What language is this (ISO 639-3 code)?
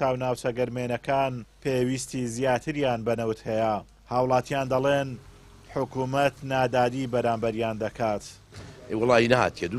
ckb